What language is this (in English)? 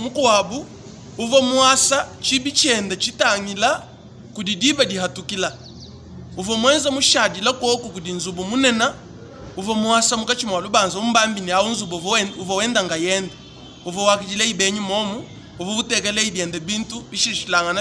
Luba-Lulua